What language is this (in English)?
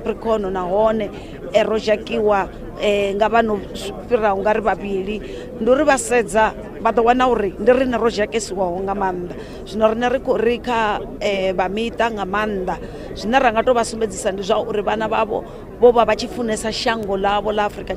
Venda